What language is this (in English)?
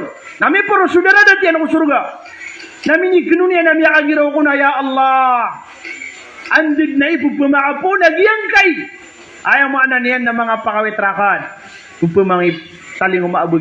Maranao